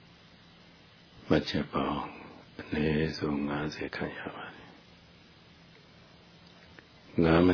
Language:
Burmese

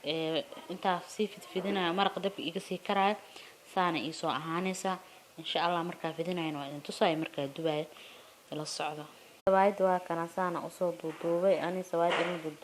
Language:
Somali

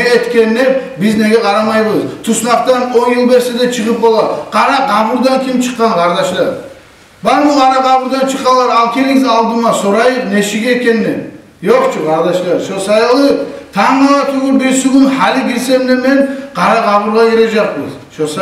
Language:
Kumyk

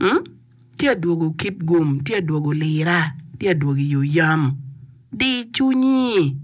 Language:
Acoli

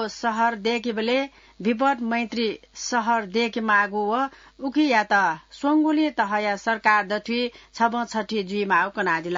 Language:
Newari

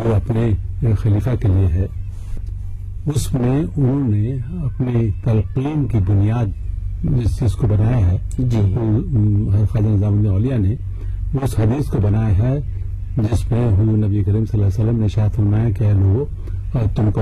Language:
Urdu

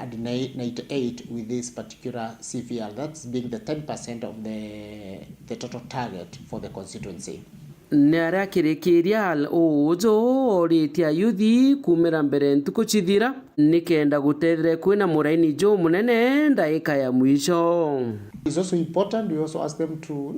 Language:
Meru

